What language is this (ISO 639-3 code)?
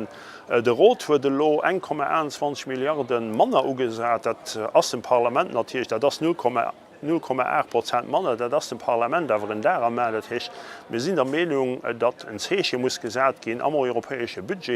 ltz